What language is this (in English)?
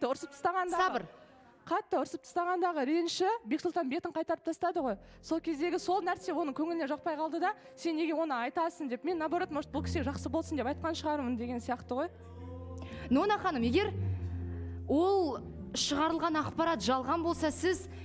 Kazakh